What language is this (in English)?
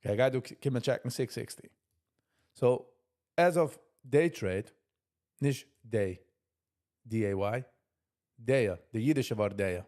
Yiddish